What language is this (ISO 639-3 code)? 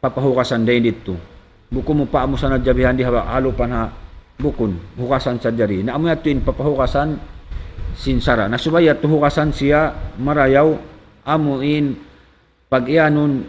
tsg